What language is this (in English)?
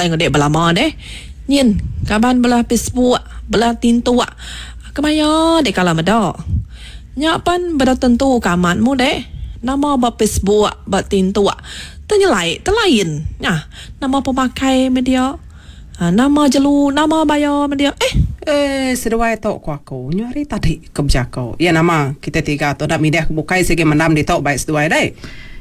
Iban